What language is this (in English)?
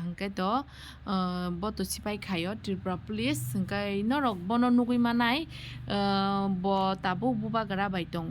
Kok Borok